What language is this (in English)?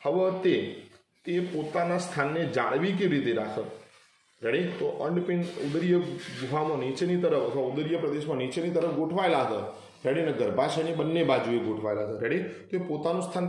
Gujarati